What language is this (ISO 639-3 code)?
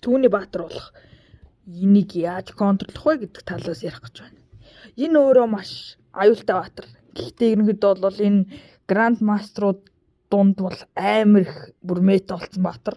mon